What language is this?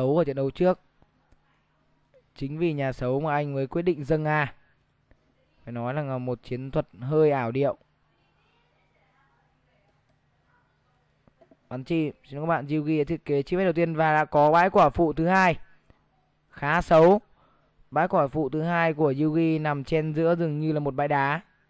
Vietnamese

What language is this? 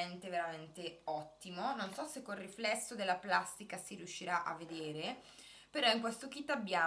Italian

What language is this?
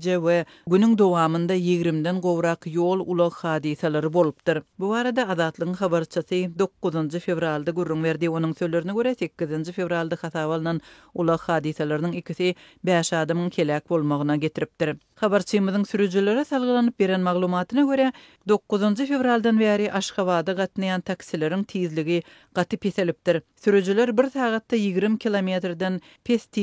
Turkmen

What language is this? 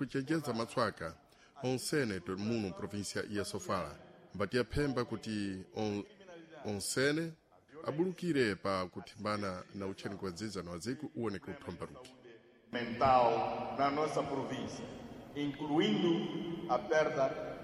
Sena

